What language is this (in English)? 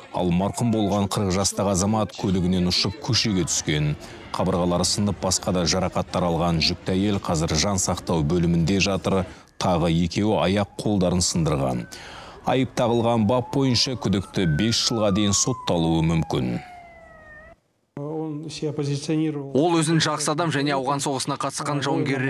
Kazakh